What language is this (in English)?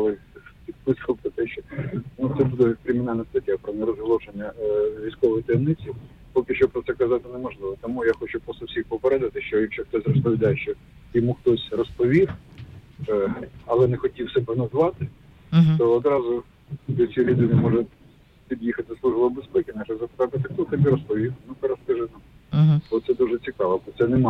Ukrainian